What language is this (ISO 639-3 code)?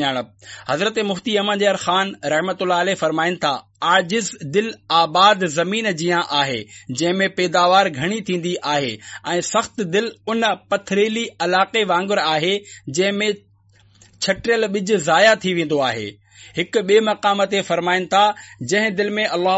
snd